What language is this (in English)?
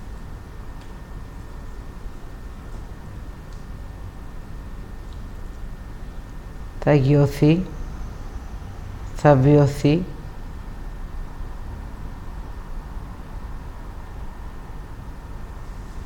Greek